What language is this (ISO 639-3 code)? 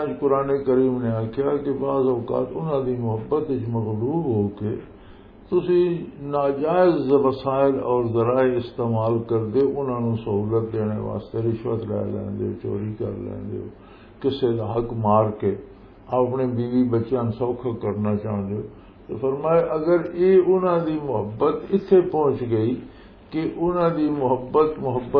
lah